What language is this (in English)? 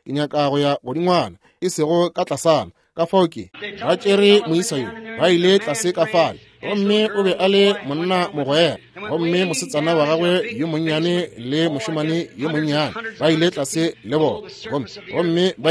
Northern Sotho